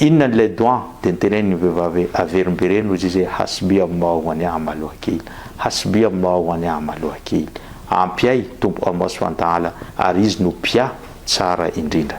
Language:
Malagasy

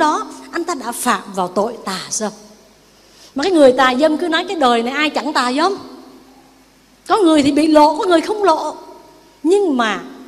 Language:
Vietnamese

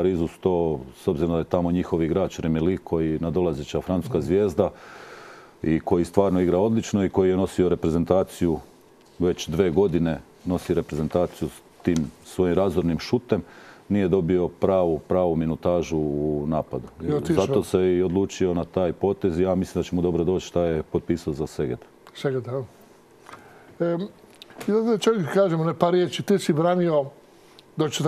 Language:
Croatian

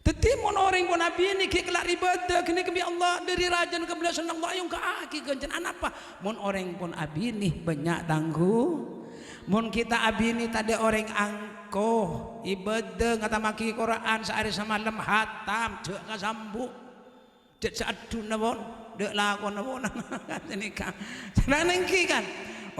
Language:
Madurese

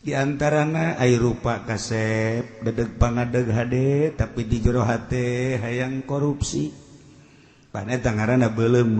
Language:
Sundanese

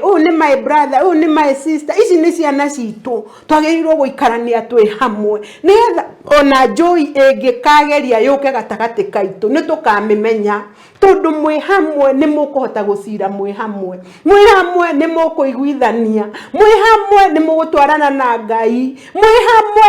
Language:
Kikuyu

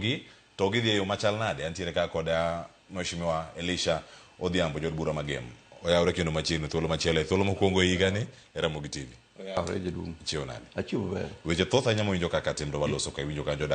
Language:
Luo (Kenya and Tanzania)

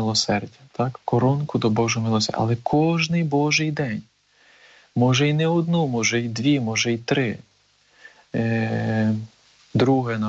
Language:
Ukrainian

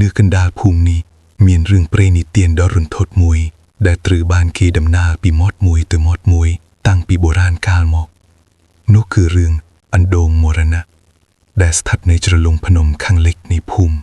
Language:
Khmer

